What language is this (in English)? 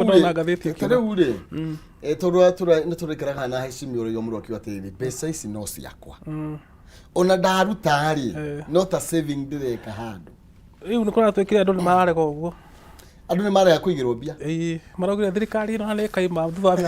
Kikuyu